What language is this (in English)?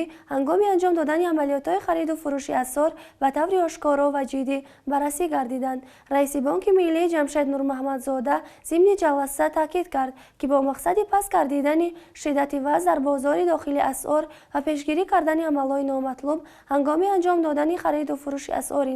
Tajik